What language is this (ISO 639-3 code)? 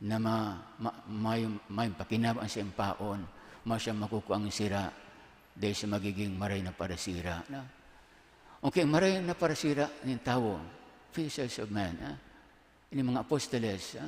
bik